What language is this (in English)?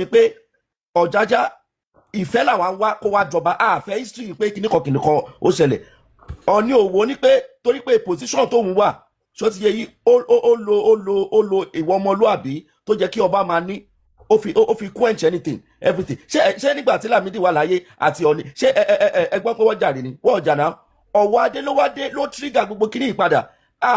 Yoruba